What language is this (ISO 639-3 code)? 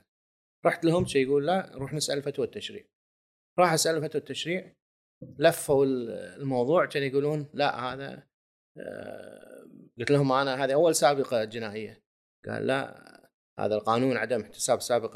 afb